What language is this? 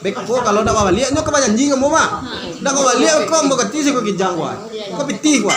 Minangkabau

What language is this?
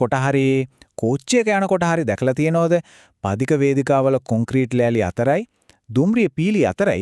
Sinhala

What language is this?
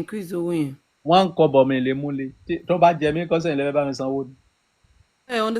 Yoruba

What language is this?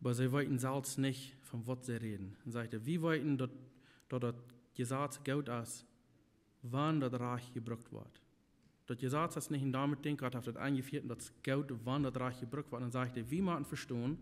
Plautdietsch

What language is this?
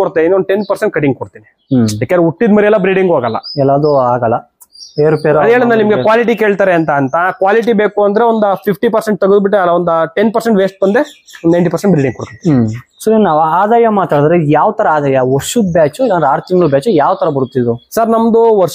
Kannada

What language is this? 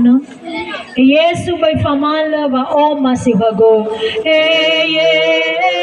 Nias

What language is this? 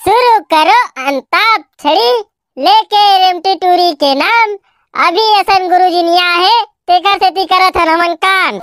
Chhattisgarhi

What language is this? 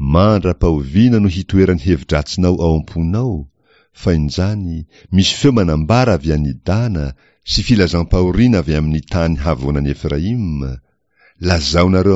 Malagasy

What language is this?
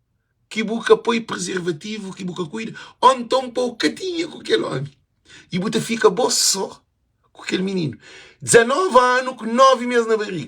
Kabuverdianu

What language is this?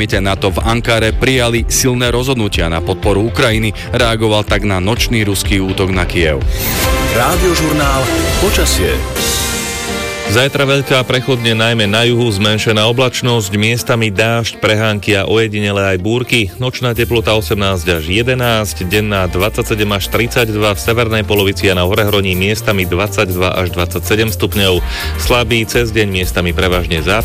Slovak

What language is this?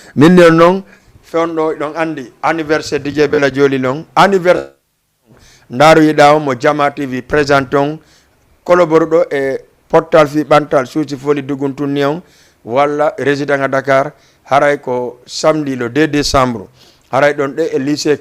Fula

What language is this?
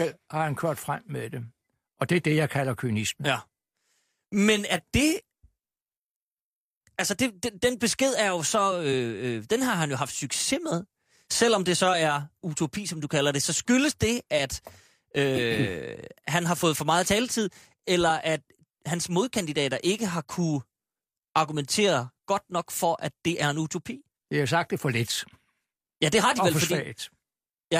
Danish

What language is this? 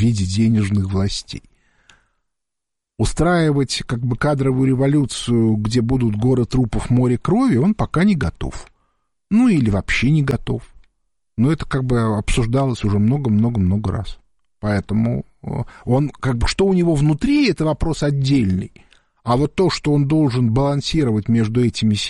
Russian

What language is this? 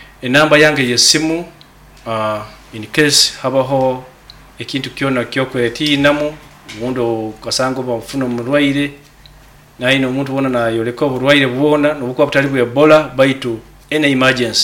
Nyoro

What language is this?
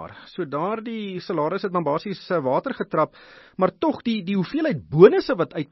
Afrikaans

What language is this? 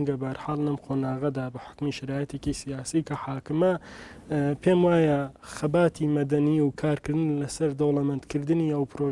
Central Kurdish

